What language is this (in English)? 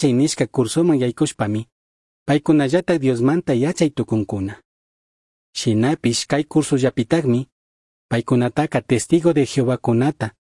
Chimborazo Highland Quichua